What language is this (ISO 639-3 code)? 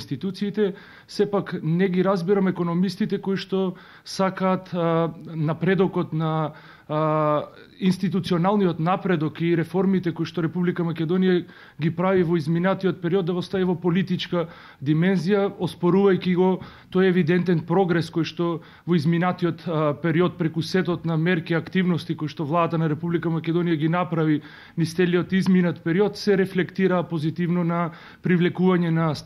mkd